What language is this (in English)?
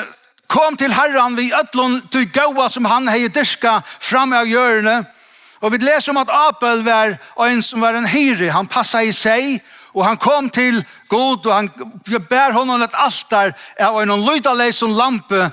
Faroese